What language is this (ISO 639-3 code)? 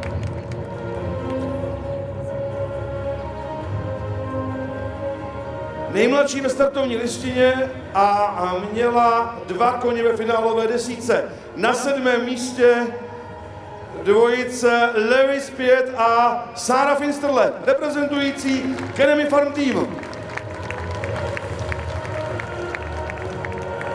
ces